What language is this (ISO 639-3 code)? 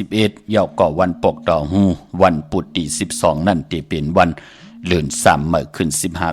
shn